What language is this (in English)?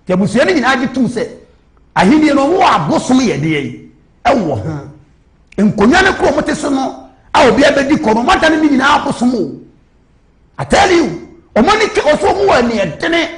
Akan